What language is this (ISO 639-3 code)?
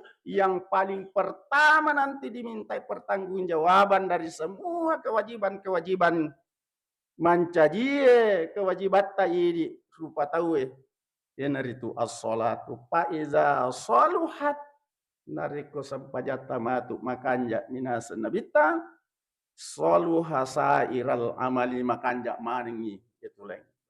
bug